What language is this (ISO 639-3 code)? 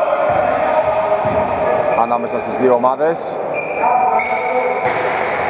ell